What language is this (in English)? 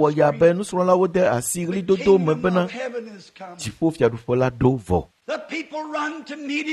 Ewe